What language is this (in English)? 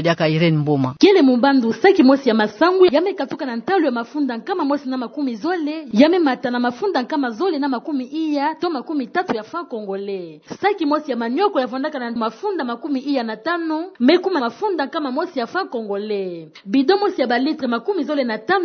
Kituba (Democratic Republic of Congo)